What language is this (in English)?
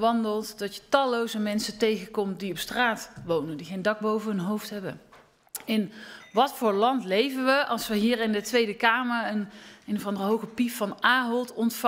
Dutch